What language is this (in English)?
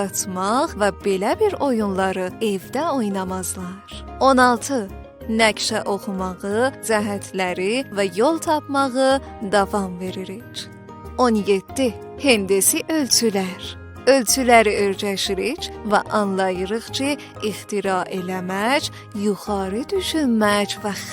South Azerbaijani